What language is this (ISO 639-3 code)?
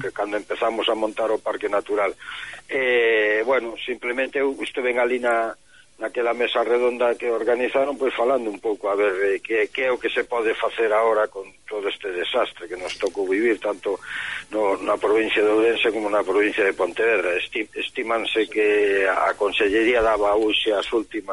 glg